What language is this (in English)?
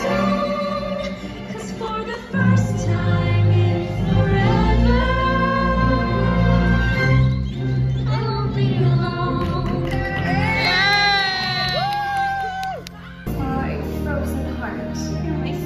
English